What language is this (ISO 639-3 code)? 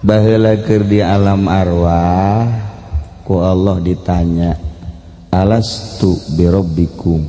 sun